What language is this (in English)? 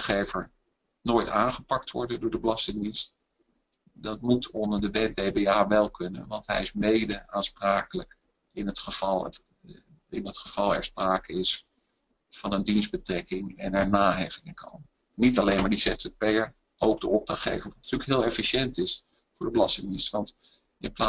Dutch